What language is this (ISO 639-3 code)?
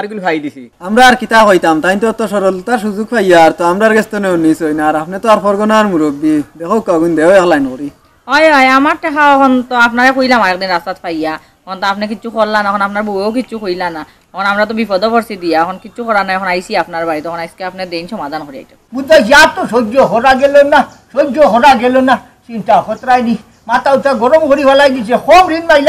syl